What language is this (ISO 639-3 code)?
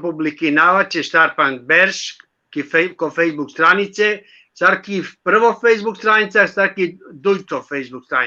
rmn